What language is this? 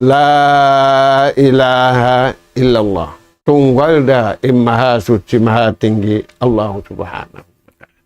Tausug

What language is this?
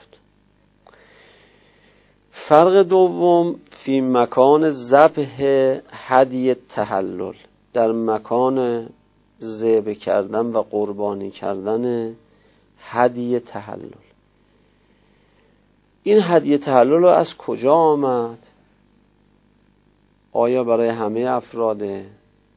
Persian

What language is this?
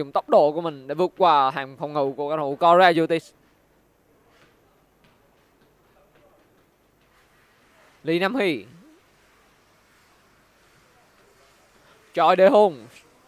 Vietnamese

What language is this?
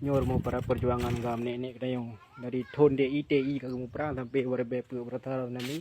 Achinese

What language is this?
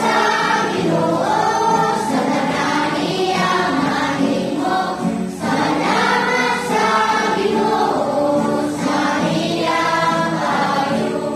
Cebuano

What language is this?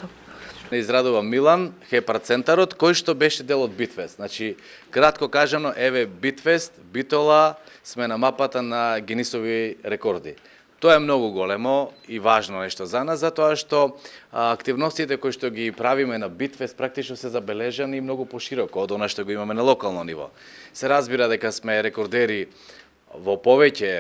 Macedonian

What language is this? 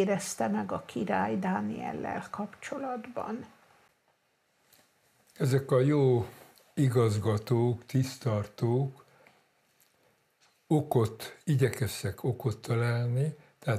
Hungarian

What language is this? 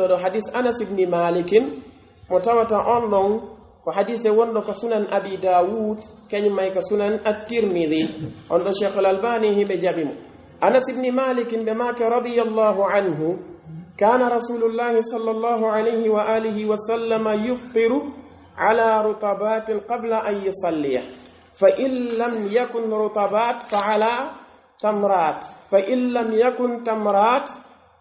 Pular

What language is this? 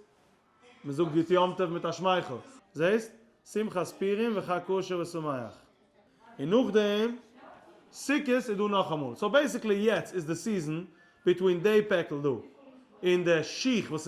Yiddish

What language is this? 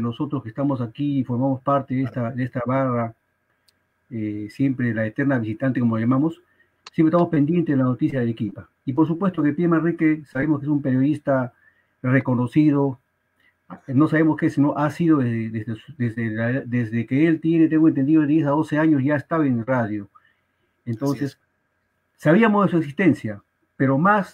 Spanish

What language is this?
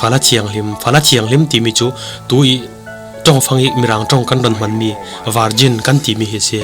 Falam Chin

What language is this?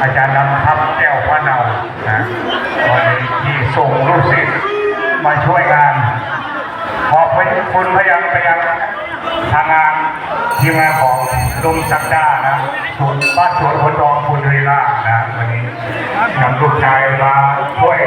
Lao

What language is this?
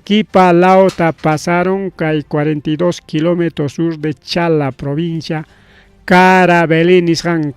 Ayacucho Quechua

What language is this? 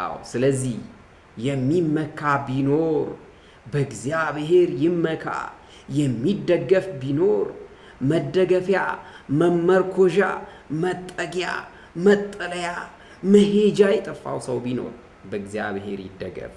Amharic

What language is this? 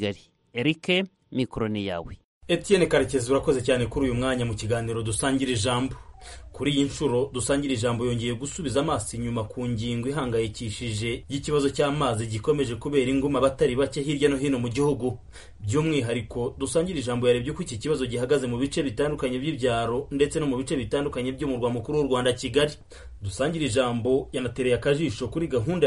Kinyarwanda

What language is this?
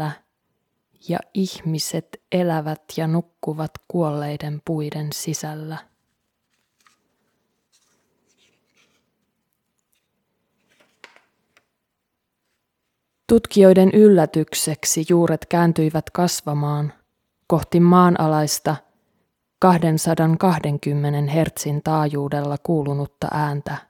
Finnish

